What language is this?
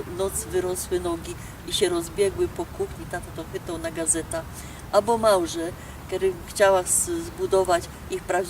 Silesian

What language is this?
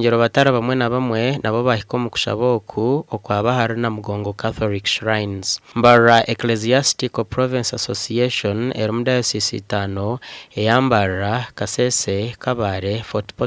Nyankole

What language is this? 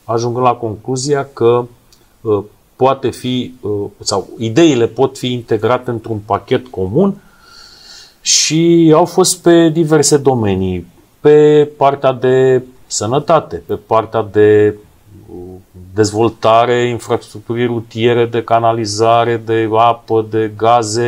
Romanian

